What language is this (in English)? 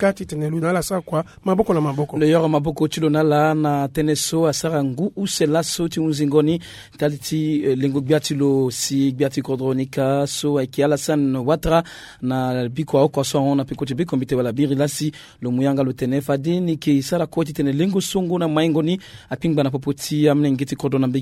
Sango